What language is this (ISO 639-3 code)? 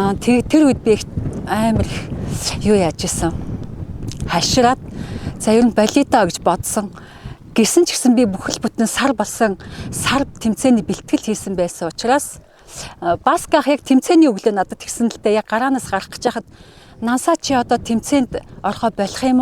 mon